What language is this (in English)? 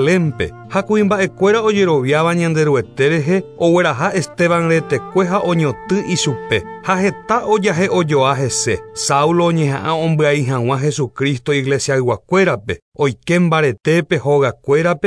Guarani